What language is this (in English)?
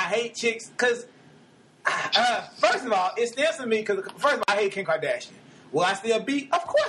English